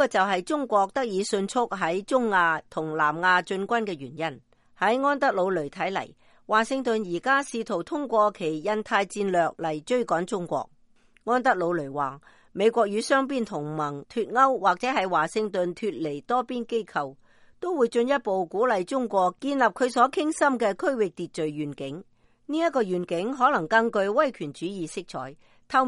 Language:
Cantonese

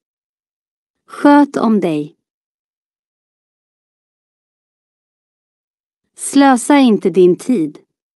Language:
Swedish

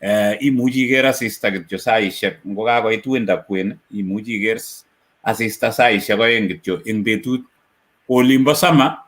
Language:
Kalenjin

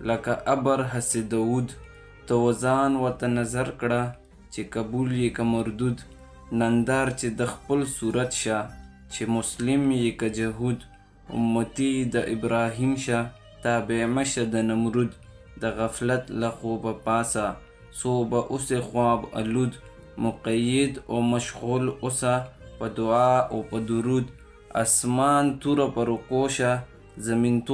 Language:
Pashto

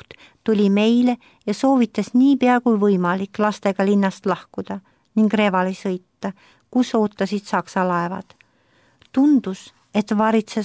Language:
Estonian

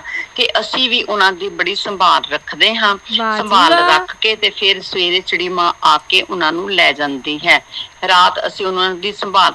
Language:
Punjabi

